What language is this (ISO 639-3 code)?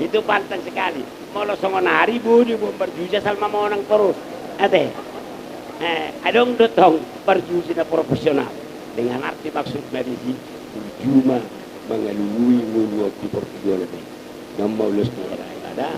bbc